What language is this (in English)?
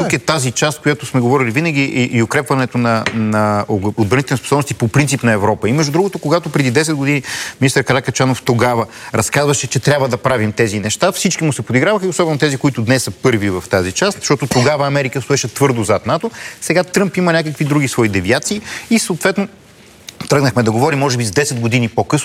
Bulgarian